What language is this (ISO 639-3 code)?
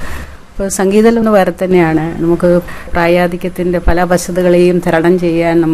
mal